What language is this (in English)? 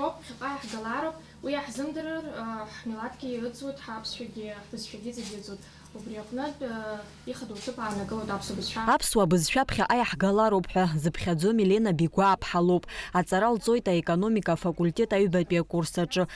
Abkhazian